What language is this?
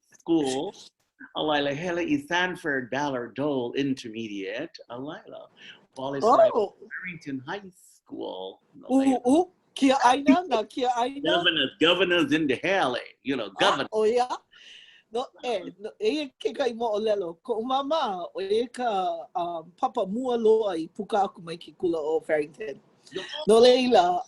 Hawaiian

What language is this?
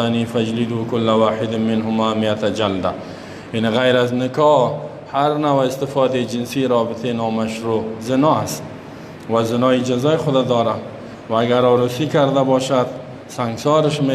Persian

